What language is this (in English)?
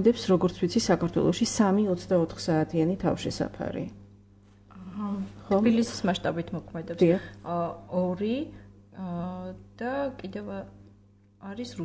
Georgian